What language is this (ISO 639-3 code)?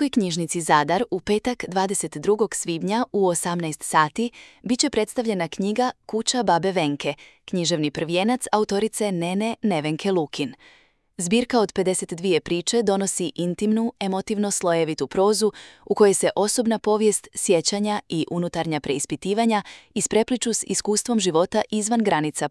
hrv